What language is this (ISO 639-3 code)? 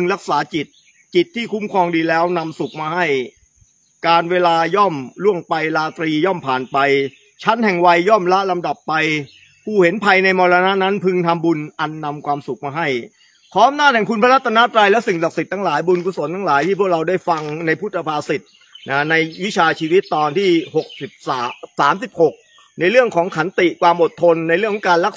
tha